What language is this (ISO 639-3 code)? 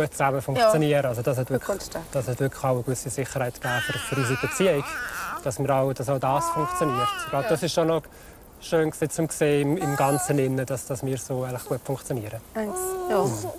roh